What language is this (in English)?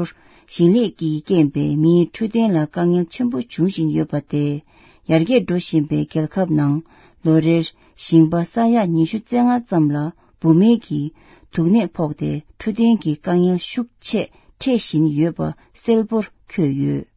Tibetan